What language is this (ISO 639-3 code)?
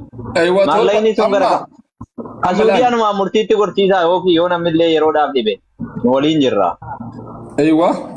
orm